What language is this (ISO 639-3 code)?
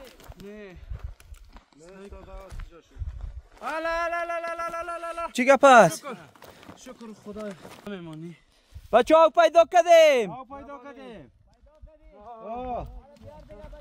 fas